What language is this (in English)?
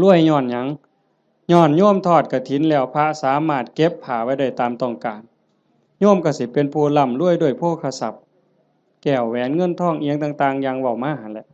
Northeastern Thai